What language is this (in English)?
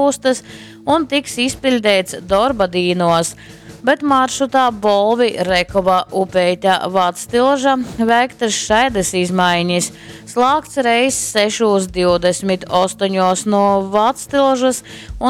Latgalian